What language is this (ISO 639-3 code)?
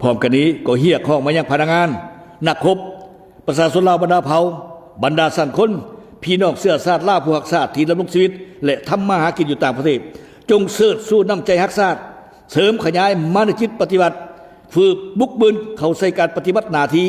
lao